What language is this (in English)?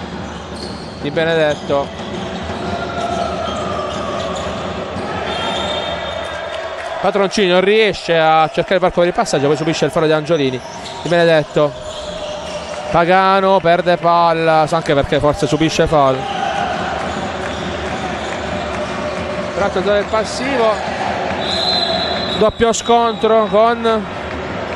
Italian